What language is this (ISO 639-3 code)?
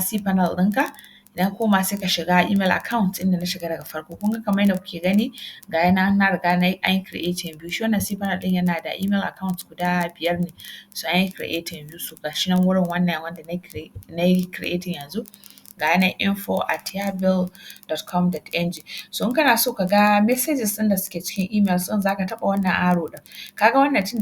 hau